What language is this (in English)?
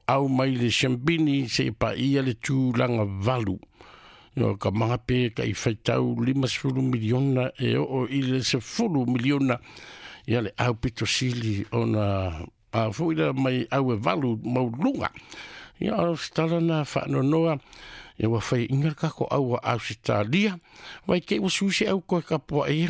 Samoan